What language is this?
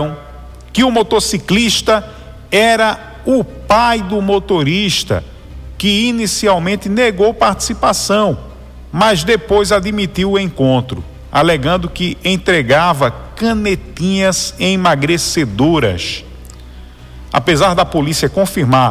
Portuguese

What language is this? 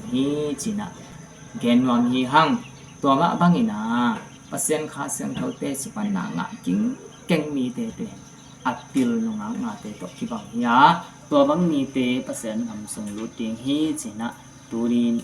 Tedim Chin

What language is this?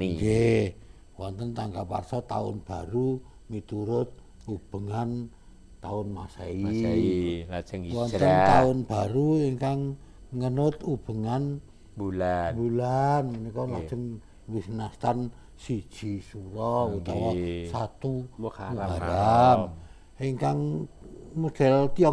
Javanese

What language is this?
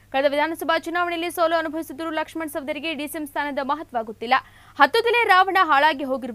Kannada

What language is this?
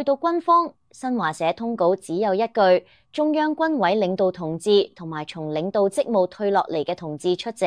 Cantonese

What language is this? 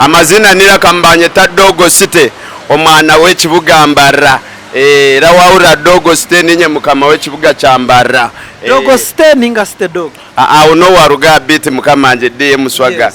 Nyankole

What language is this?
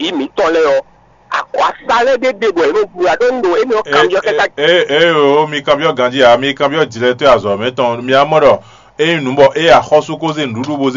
Fon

